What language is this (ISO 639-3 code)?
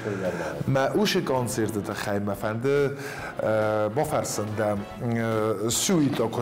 oss